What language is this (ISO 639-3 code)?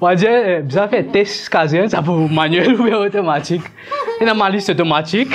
mfe